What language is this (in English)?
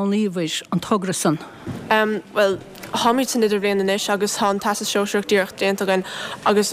Irish